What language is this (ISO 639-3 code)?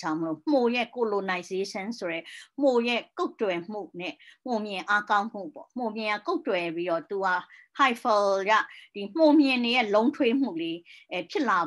mya